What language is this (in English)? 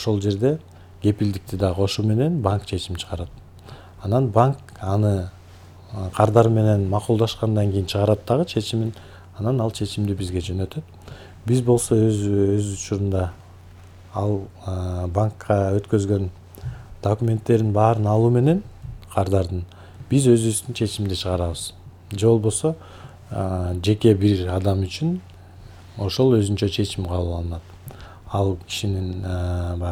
Kyrgyz